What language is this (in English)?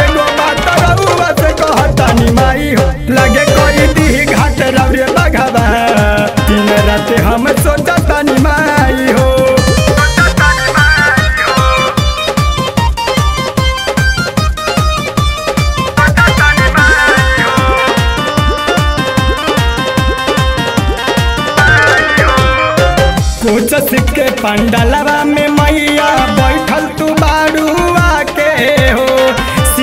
Bhojpuri